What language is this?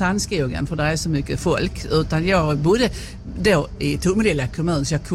Swedish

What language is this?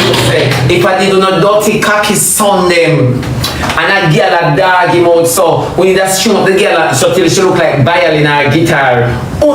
Jamaican Creole English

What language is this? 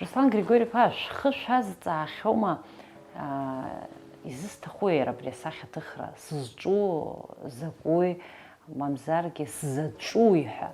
Abkhazian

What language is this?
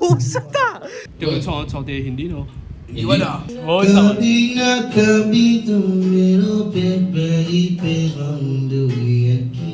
Morisyen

